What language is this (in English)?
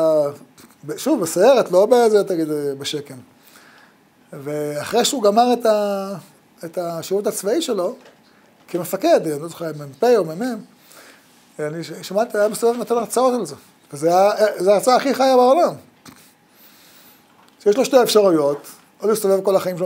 Hebrew